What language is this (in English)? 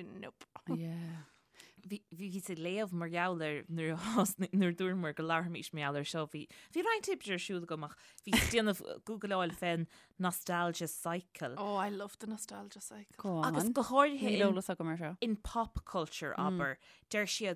Irish